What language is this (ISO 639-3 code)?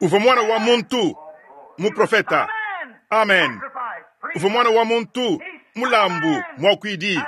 lua